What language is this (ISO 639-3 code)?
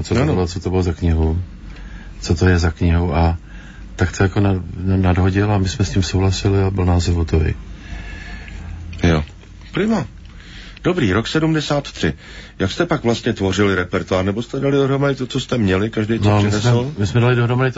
ces